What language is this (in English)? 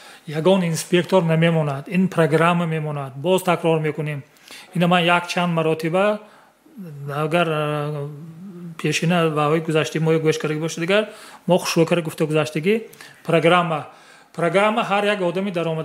Tajik